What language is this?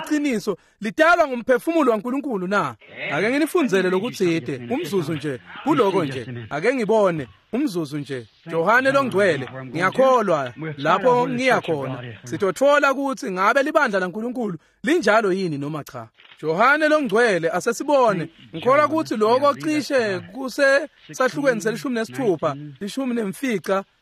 Swati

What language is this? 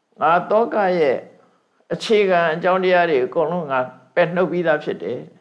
Burmese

